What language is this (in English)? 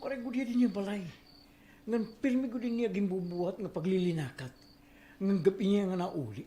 Waray